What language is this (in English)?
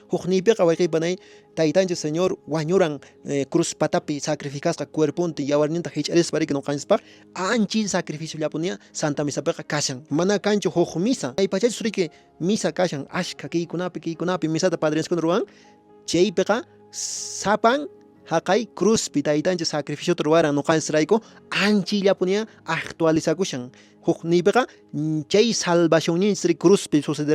Quechua